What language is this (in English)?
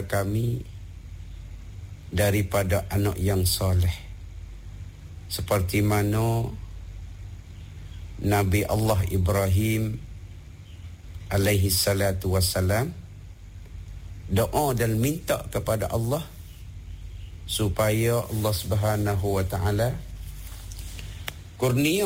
Malay